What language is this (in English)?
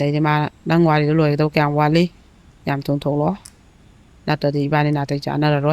Manipuri